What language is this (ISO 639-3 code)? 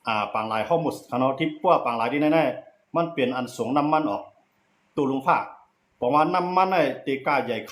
shn